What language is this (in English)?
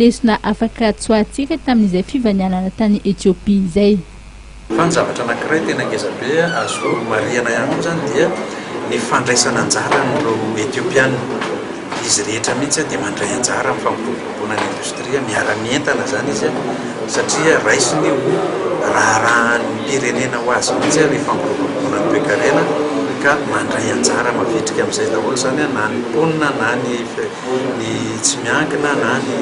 Malagasy